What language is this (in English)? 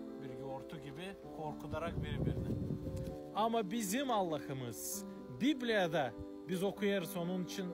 Gagauz